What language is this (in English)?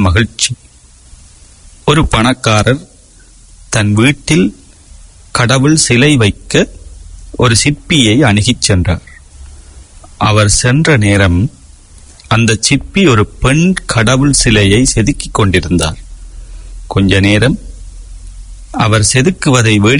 Tamil